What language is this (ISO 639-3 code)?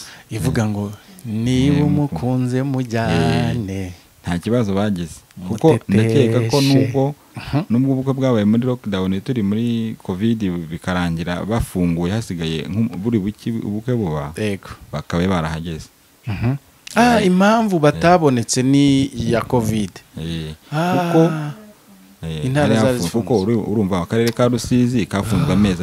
kin